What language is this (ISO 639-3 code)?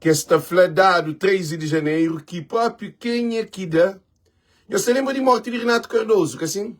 kea